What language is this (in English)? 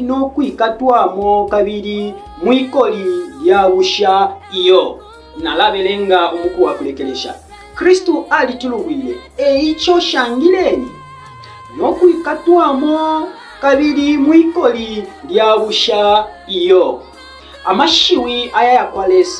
Bemba